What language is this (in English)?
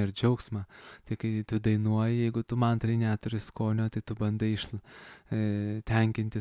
Lithuanian